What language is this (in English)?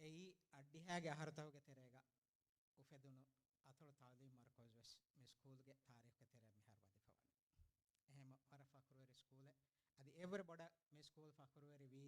Divehi